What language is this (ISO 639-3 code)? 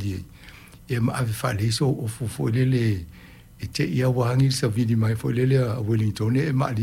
smo